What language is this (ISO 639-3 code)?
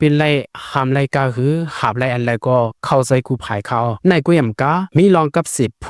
shn